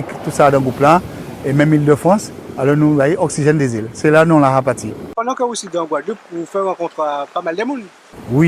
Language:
Guadeloupean Creole French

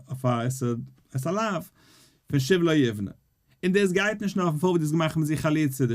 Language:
Yiddish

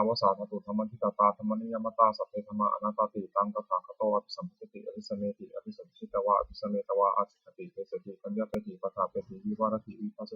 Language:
Pali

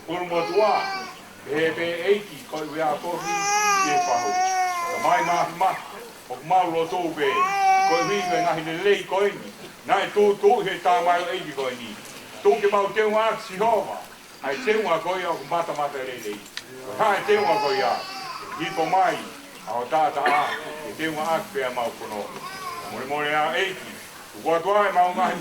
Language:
Tongan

